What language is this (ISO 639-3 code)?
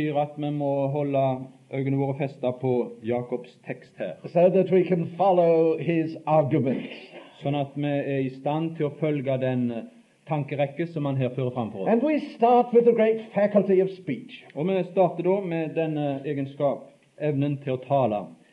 nor